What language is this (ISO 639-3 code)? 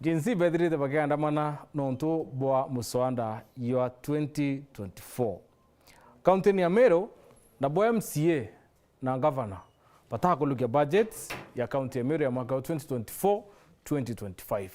mer